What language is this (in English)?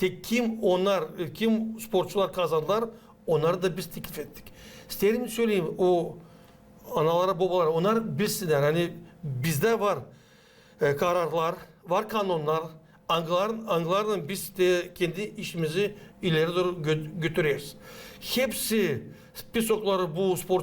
Gagauz